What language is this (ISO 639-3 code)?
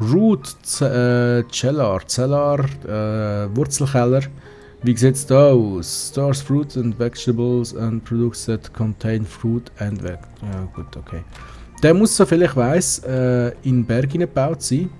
gsw